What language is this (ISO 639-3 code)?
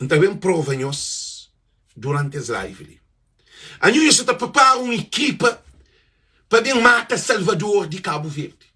kea